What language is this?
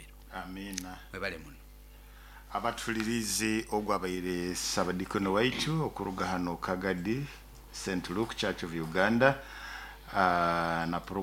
Nyoro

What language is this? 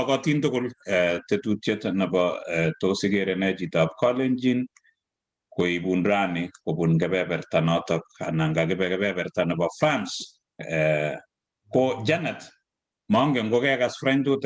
Kalenjin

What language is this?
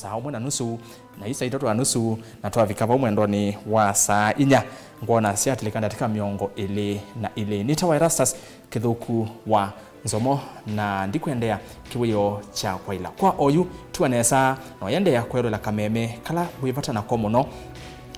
Kamba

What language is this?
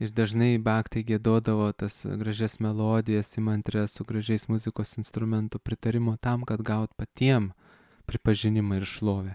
Lithuanian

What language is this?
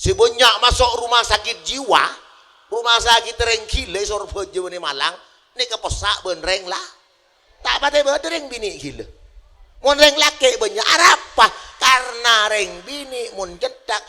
Madurese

